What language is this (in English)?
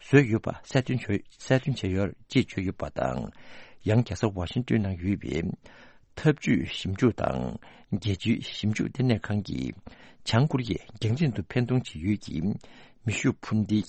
Tibetan